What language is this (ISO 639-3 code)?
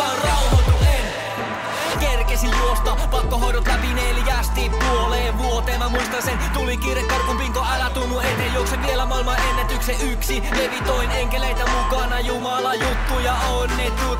fin